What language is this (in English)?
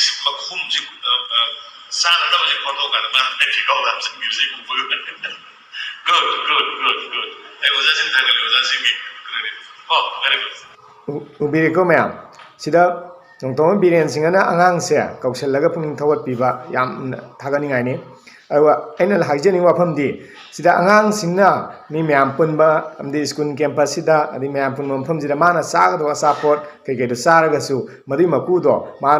Manipuri